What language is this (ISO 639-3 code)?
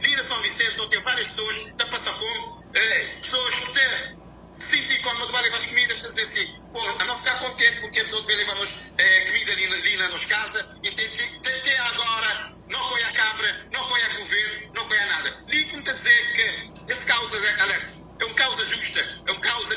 kea